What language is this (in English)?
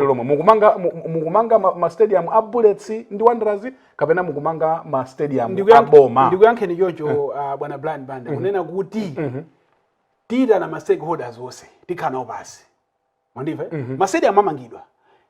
Nyanja